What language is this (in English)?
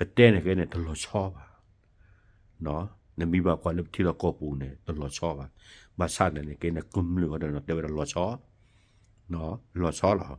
S'gaw Karen